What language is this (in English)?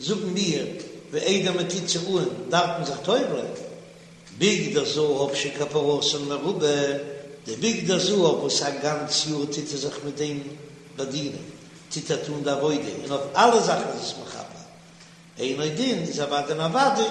Yiddish